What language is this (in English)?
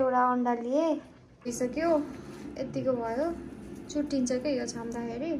Nepali